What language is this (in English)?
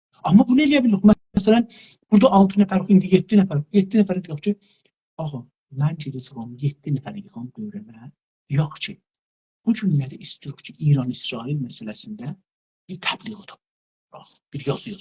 South Azerbaijani